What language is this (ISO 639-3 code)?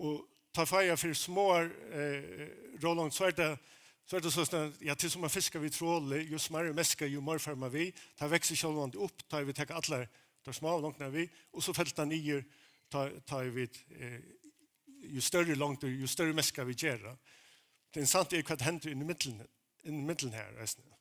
fao